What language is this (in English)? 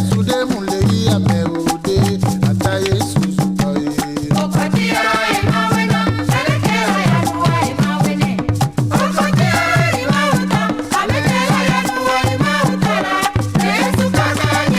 Ewe